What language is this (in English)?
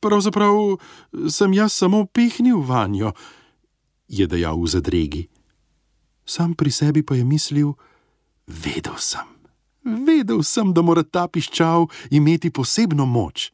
Slovenian